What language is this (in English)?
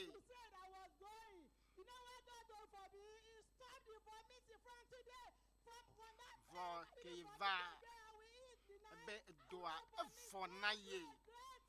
Ewe